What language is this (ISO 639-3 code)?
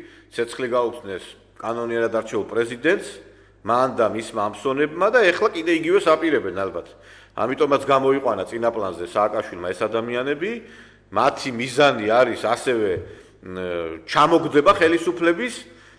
kat